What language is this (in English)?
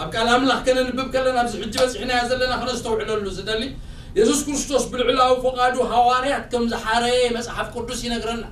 Tigrinya